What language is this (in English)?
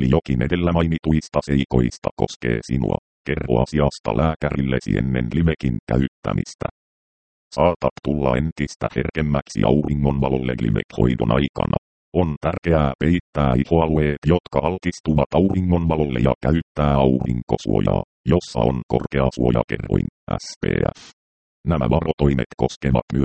Finnish